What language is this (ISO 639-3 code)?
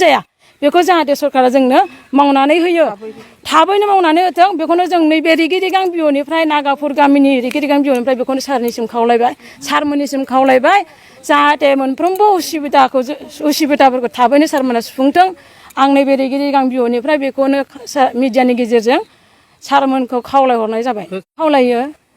brx